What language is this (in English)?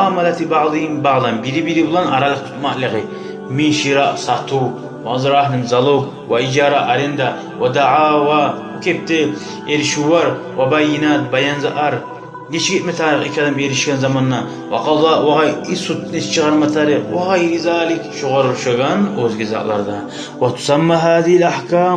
Kumyk